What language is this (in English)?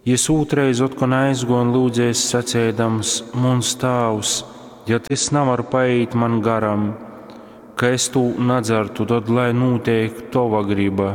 Latgalian